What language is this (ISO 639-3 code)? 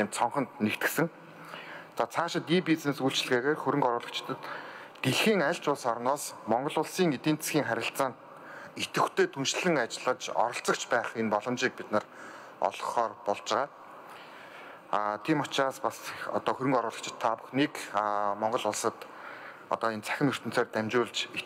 mon